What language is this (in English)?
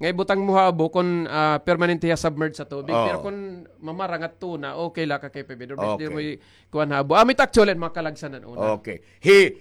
Waray